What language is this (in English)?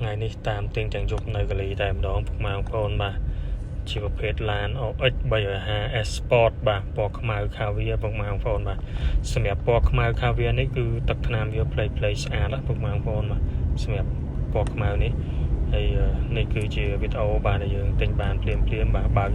Khmer